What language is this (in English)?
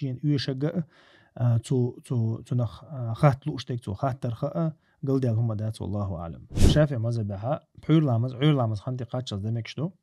Chechen